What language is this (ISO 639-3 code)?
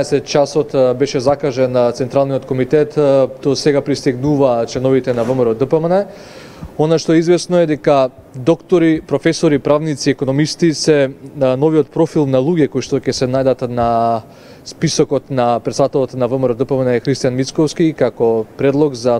mkd